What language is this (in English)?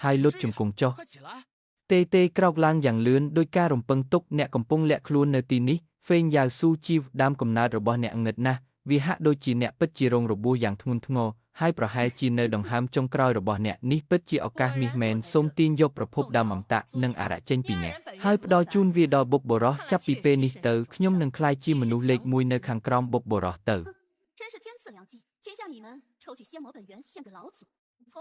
Khmer